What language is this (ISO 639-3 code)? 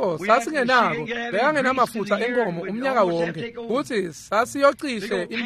ssw